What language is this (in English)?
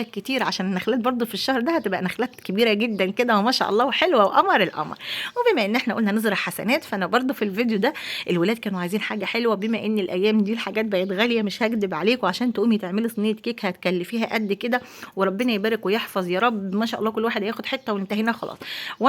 Egyptian Arabic